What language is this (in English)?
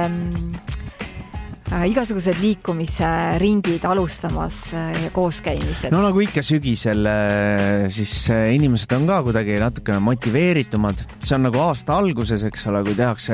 Estonian